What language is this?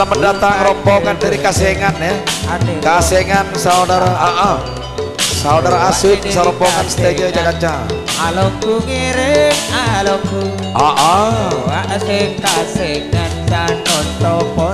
Madurese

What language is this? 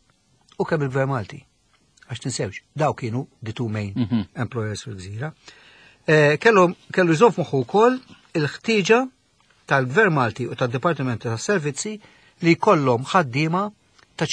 Maltese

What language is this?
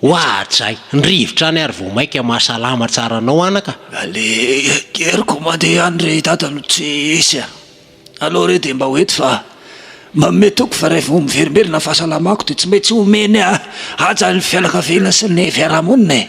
Malagasy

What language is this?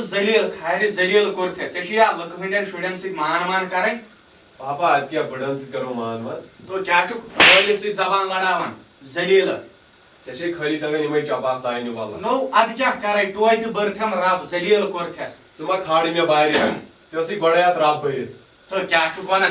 Kashmiri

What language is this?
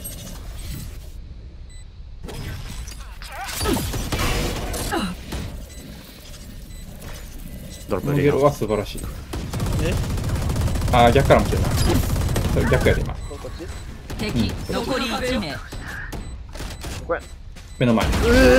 Japanese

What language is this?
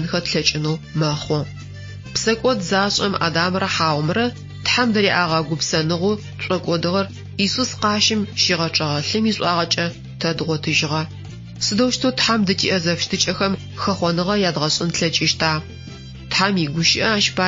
Adyghe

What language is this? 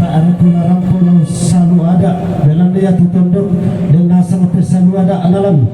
Toraja-Sa'dan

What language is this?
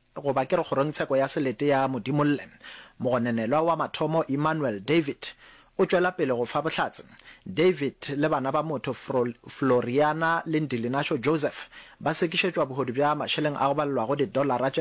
Northern Sotho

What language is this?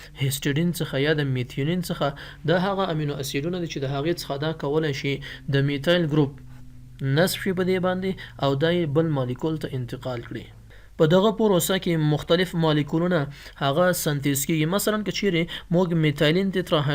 Pashto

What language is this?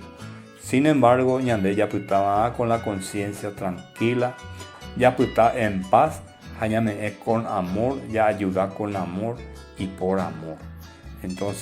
Guarani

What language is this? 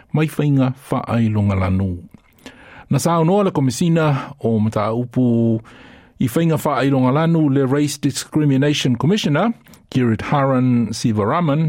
Samoan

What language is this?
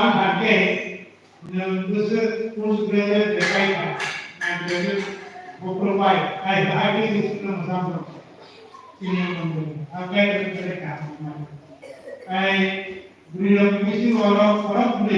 Kok Borok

